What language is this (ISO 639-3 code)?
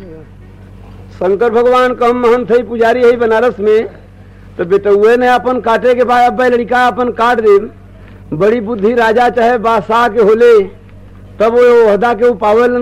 bho